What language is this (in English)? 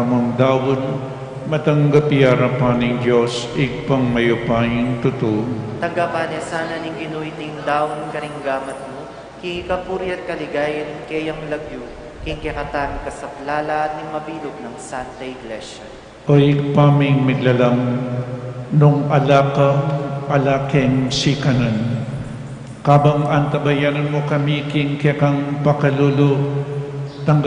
Pampanga